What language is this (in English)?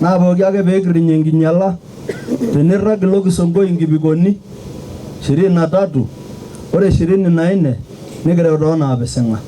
Masai